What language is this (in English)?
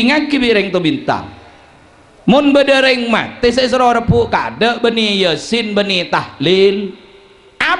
Madurese